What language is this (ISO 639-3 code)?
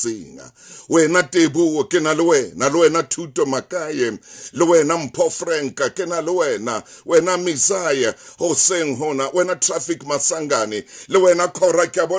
sot